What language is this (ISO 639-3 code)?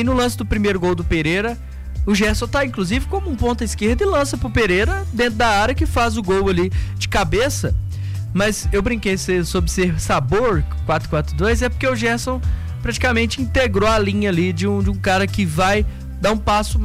por